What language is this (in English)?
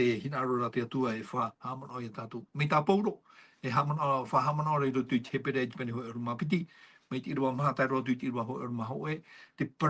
Tahitian